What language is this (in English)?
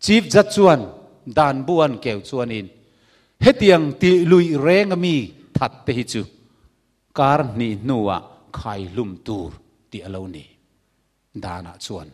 Mizo